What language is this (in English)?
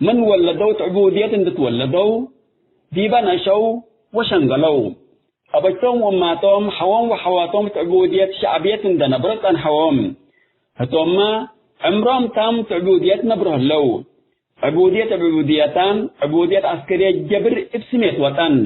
Tigre